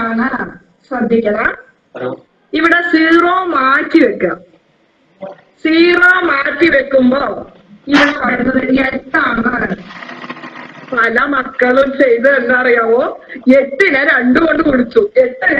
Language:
Malayalam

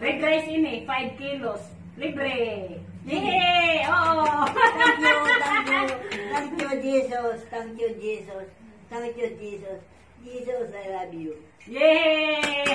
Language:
Waray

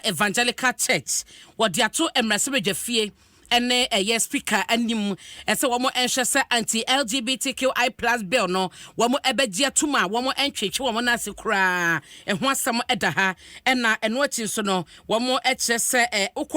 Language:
Akan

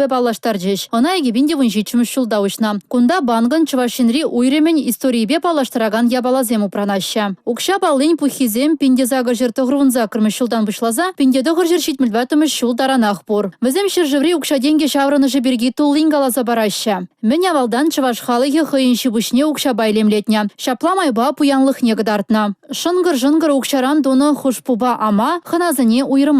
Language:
Chuvash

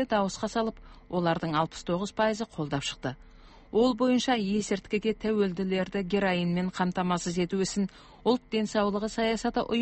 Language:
Kazakh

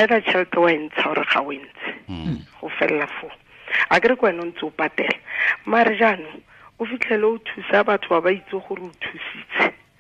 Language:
Tswana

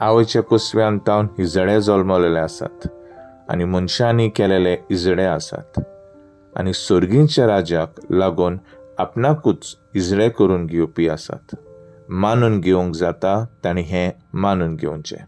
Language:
Konkani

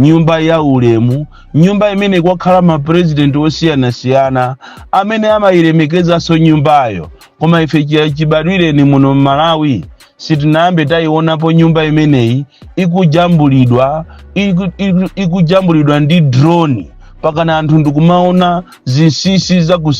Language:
Nyanja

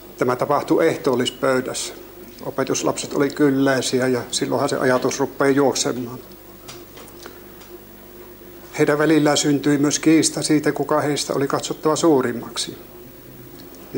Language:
Finnish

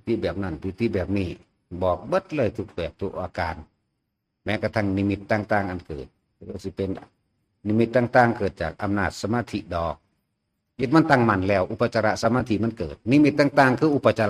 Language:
Northeastern Thai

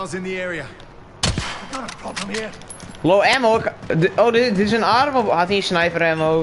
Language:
Western Frisian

